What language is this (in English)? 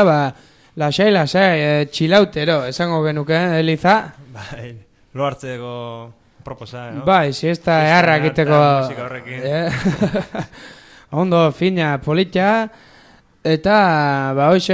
Basque